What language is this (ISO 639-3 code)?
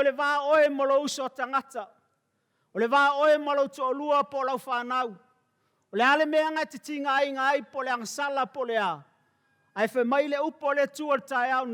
smo